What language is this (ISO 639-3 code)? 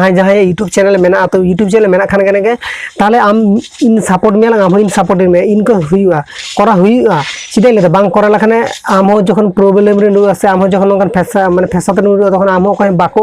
sat